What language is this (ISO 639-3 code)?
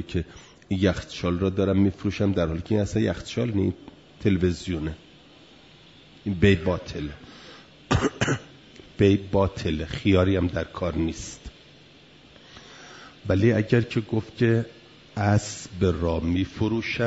fas